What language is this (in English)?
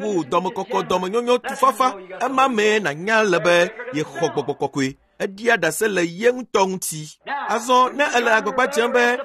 Ewe